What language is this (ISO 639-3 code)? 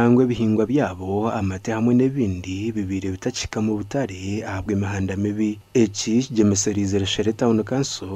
nyn